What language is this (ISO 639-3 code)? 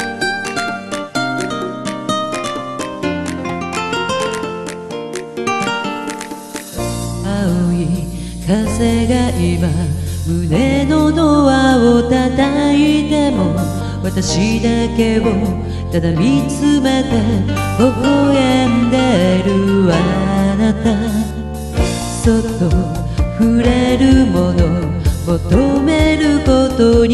jpn